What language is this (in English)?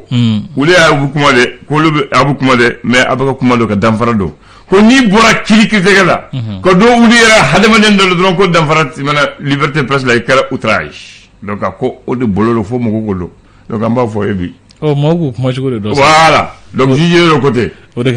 Bambara